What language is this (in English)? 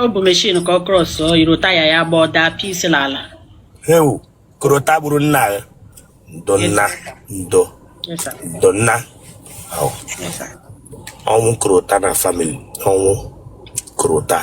Igbo